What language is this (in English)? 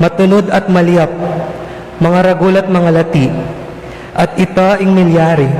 Pampanga